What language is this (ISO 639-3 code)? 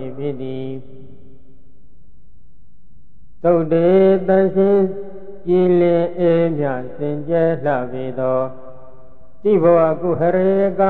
mya